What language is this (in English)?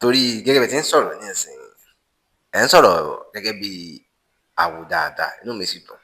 Yoruba